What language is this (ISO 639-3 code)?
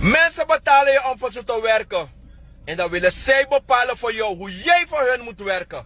srn